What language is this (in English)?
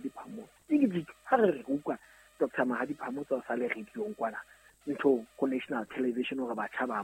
Southern Sotho